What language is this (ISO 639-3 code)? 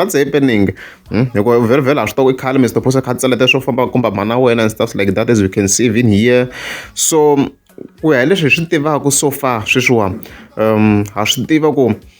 tso